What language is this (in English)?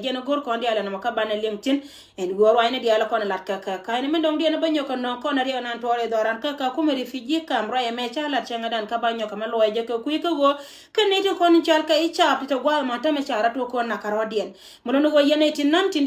Nuer